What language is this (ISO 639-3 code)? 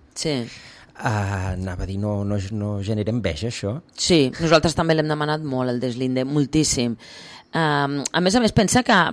cat